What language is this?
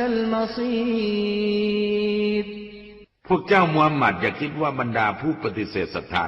Thai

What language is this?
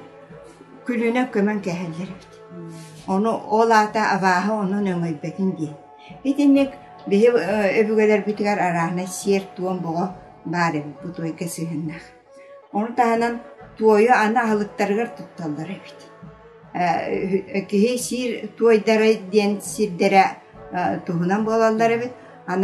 Yakut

